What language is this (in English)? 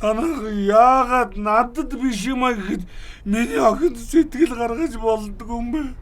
Mongolian